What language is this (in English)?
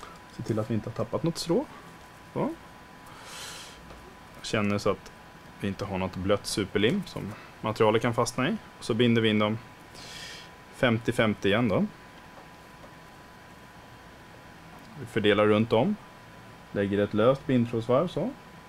Swedish